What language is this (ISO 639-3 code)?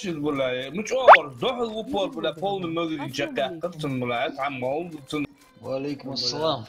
inh